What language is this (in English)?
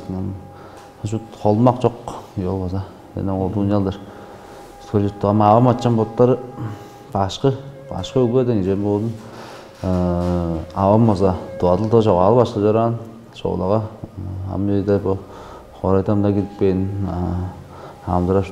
Tuvinian